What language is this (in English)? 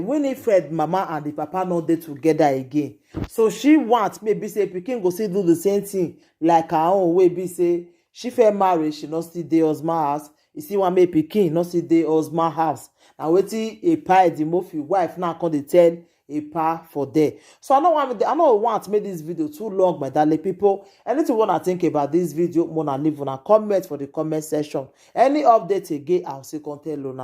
Nigerian Pidgin